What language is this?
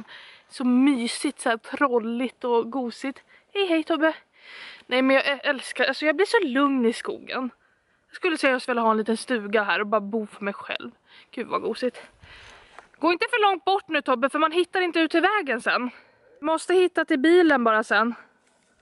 Swedish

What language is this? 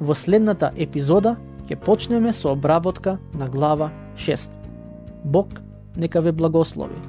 Macedonian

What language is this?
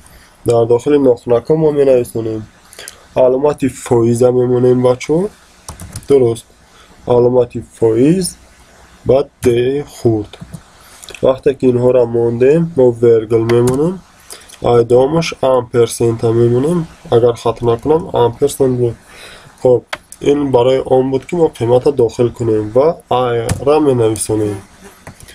Tajik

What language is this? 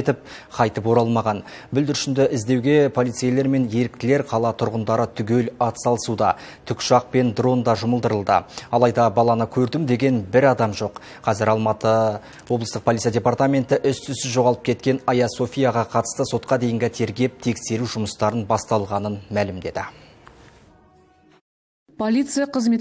Kazakh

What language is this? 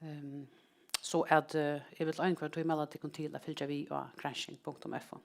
Faroese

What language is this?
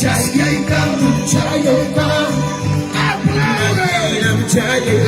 Ayacucho Quechua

